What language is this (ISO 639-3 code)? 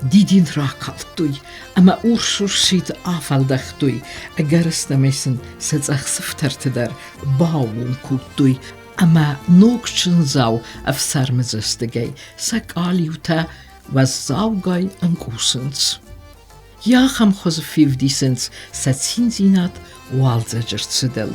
oss